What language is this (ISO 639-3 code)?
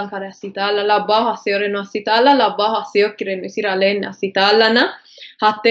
sid